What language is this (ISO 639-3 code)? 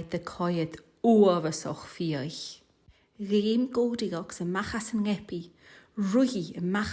gla